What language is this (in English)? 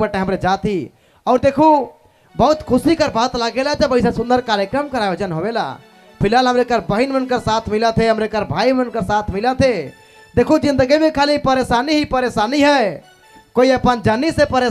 Sadri